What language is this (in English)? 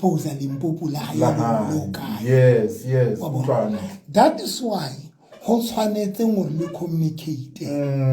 Southern Sotho